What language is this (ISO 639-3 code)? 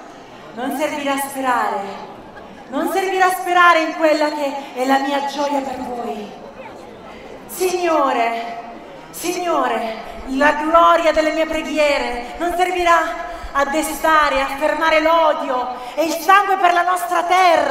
ita